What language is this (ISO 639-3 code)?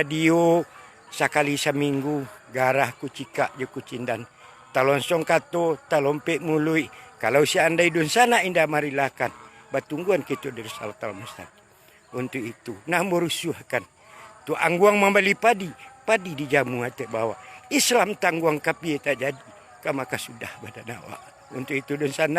min